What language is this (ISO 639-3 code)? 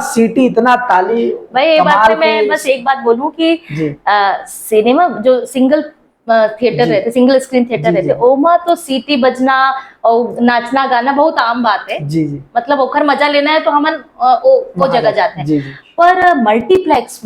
hne